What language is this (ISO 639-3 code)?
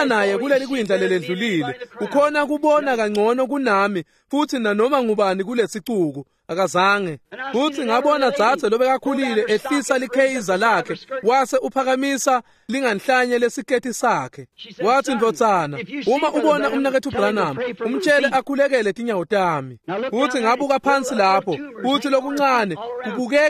ssw